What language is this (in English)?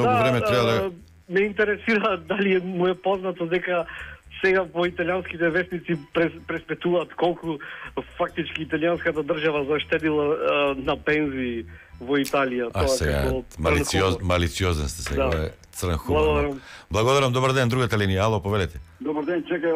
Macedonian